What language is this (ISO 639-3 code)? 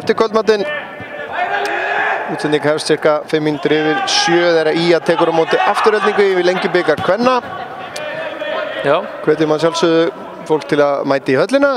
isl